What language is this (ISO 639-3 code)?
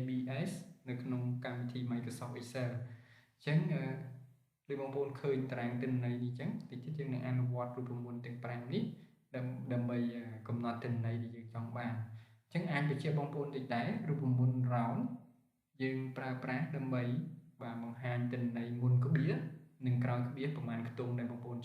khm